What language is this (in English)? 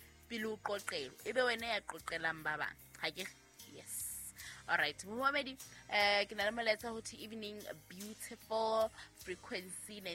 Southern Sotho